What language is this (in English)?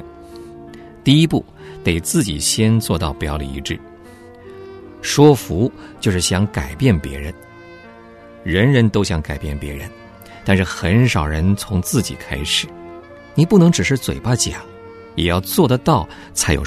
Chinese